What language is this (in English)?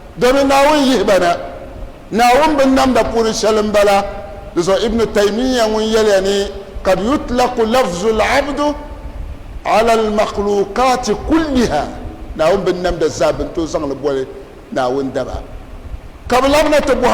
Dagbani